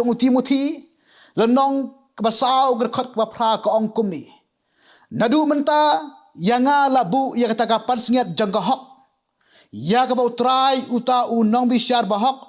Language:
Khasi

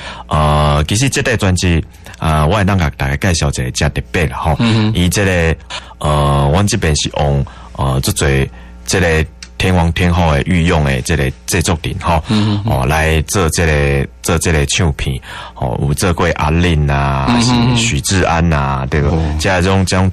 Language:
Min Nan Chinese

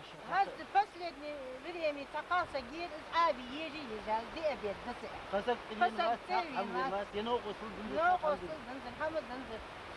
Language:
Ingush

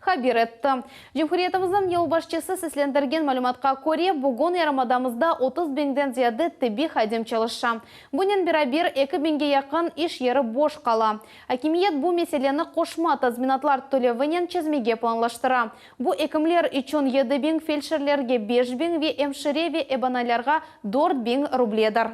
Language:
Crimean Tatar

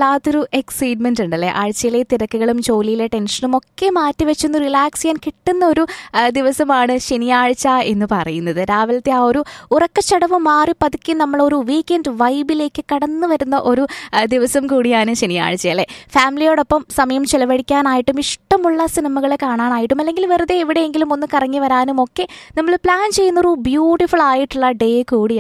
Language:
Malayalam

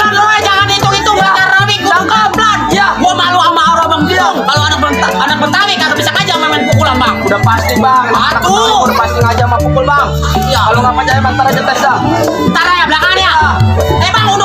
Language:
Betawi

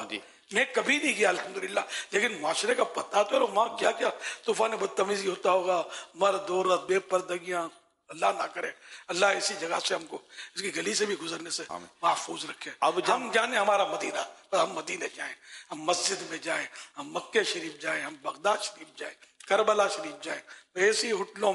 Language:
Urdu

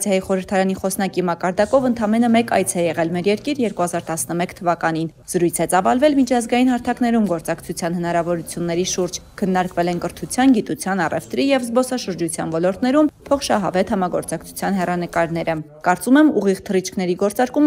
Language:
Armenian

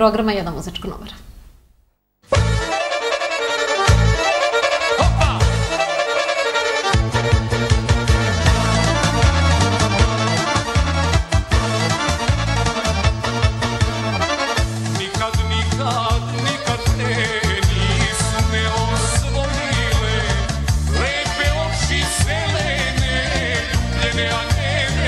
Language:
Serbian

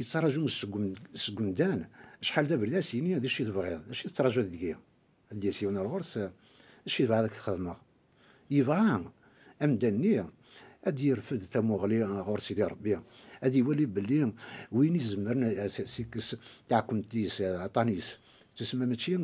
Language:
Kabyle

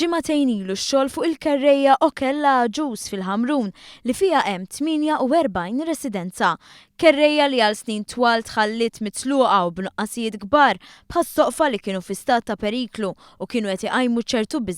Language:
Maltese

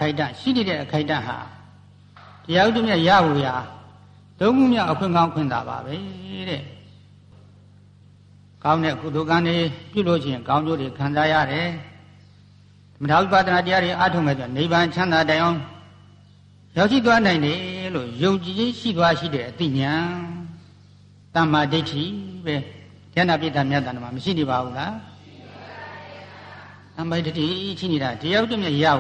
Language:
Burmese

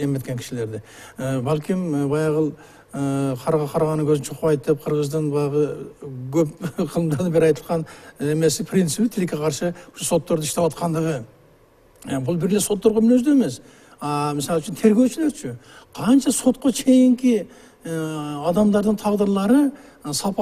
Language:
Kyrgyz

